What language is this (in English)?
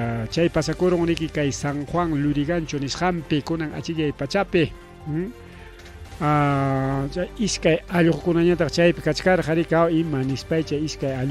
Ayacucho Quechua